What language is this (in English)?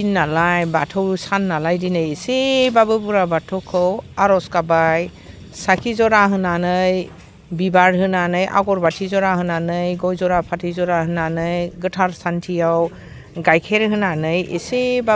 Bodo